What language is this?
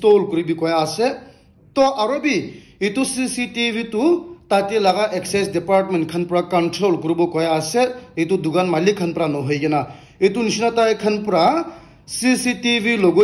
Naga Pidgin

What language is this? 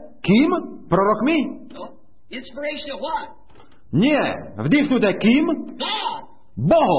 Slovak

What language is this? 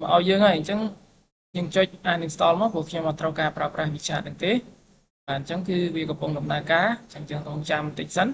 Khmer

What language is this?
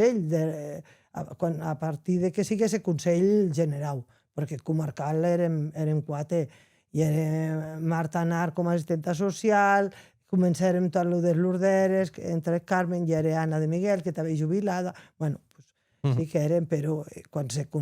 Occitan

